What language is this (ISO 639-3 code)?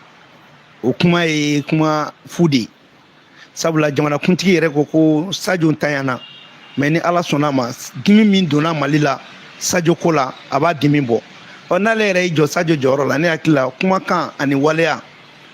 bam